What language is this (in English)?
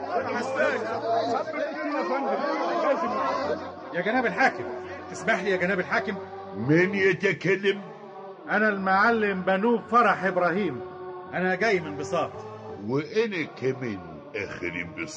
Egyptian Arabic